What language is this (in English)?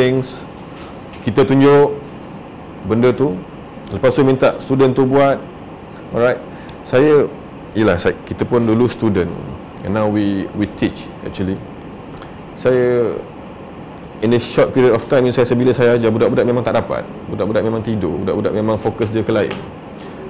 Malay